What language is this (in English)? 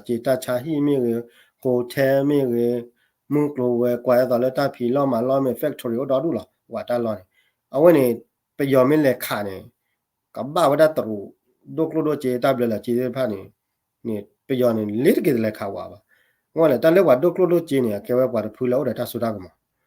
S'gaw Karen